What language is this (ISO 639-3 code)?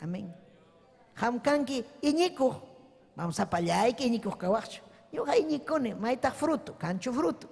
quy